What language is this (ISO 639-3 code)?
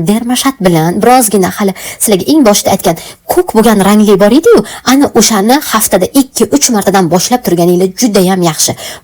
uzb